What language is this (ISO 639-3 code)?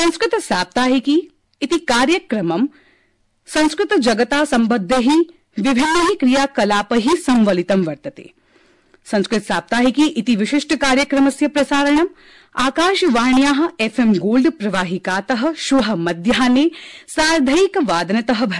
san